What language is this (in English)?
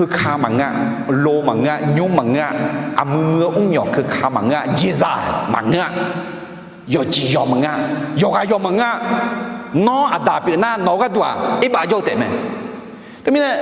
Akha